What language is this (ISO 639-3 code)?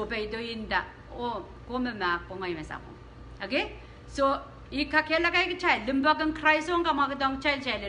pon